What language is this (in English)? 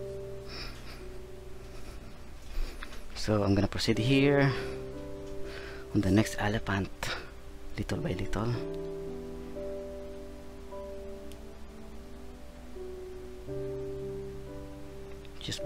English